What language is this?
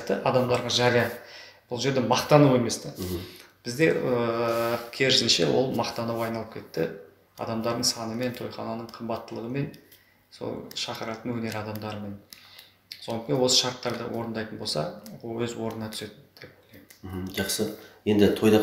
Kazakh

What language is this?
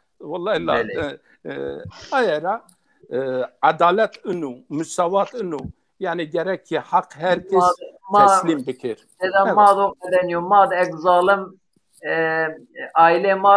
Zaza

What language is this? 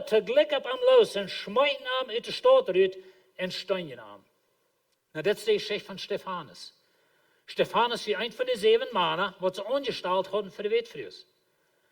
Plautdietsch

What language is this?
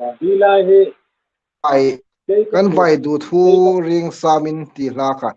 Hmar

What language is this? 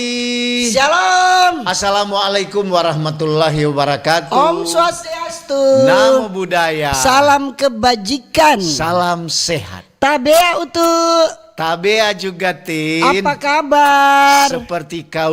Manado Malay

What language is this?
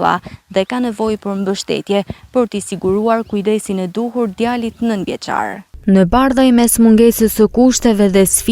Albanian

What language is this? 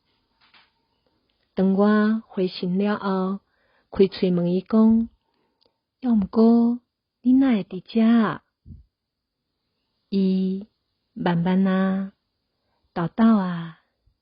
Min Nan Chinese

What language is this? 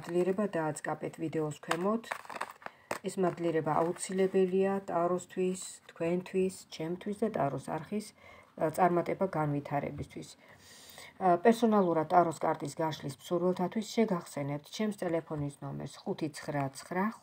Georgian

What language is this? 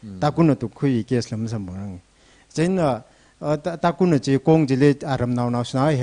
Tangkhul Naga (India)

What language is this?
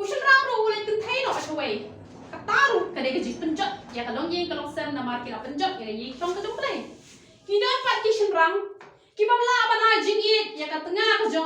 Khasi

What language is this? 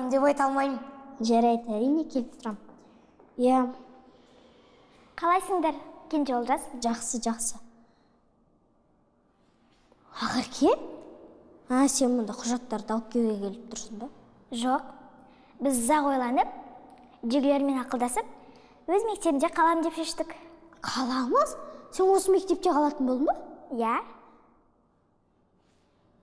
Kazakh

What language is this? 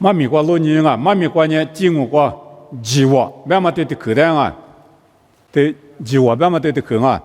Lisu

